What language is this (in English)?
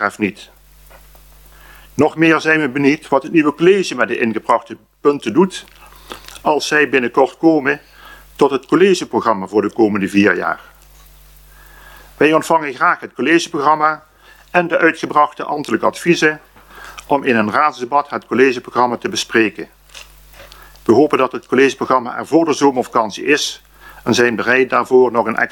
Dutch